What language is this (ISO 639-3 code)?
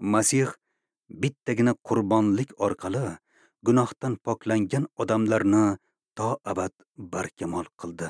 uzb